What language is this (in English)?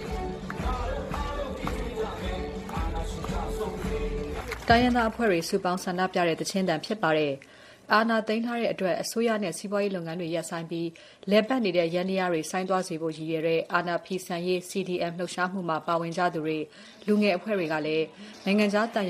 Burmese